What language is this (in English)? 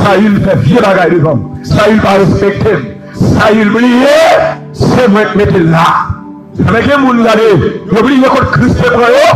Haitian Creole